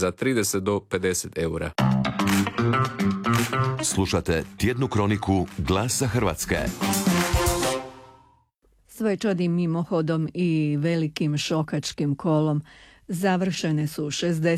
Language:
Croatian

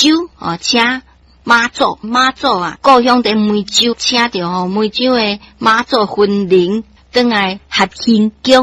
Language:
Min Nan Chinese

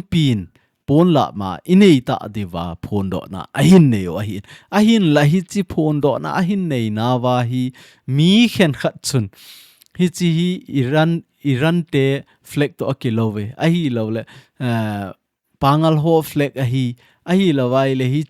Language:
Thado Chin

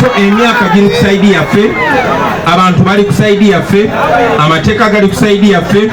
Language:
Ganda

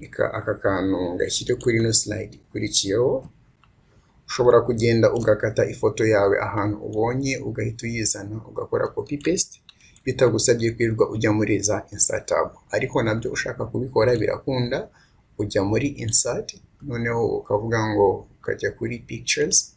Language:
Kinyarwanda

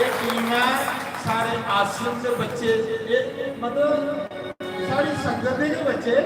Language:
Dogri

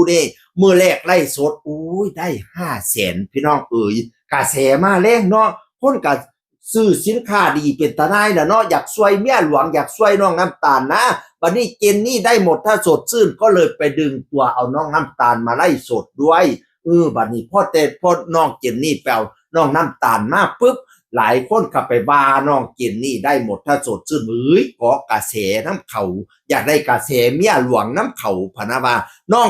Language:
Northeastern Thai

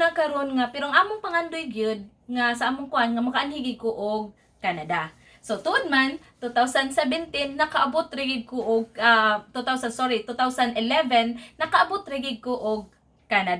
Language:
Cebuano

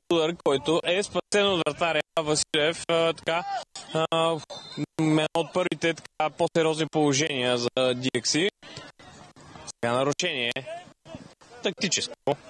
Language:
Bulgarian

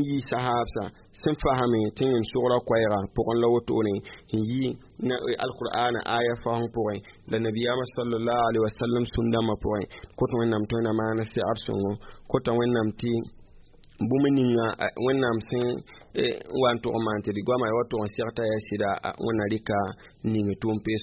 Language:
Mossi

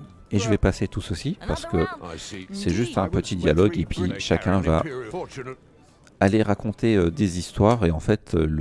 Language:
French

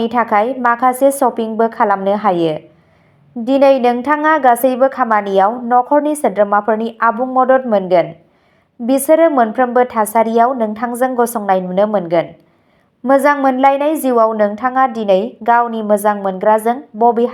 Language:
Bodo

